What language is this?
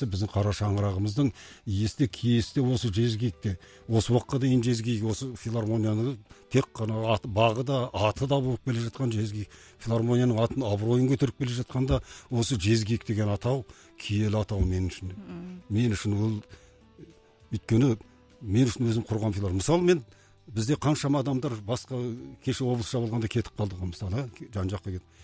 Kazakh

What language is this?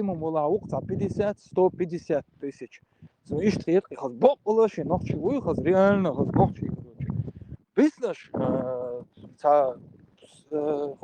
Chechen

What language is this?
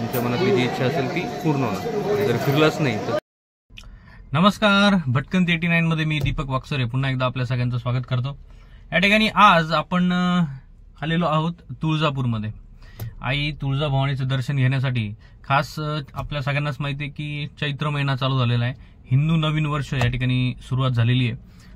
Marathi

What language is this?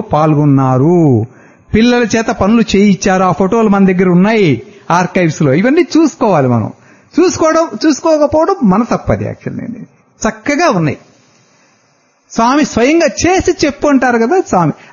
Telugu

